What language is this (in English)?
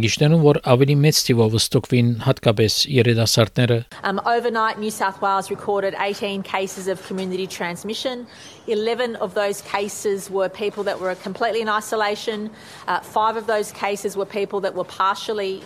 Armenian